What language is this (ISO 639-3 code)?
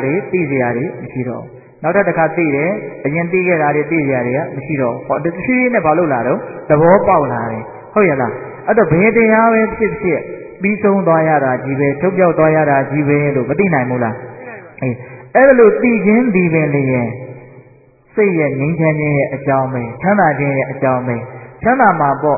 mya